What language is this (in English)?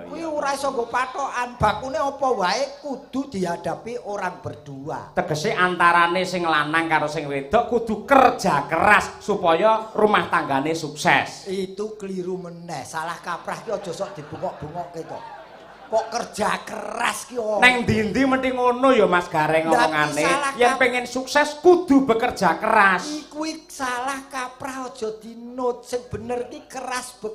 Javanese